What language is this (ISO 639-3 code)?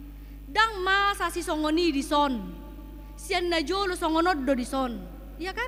bbc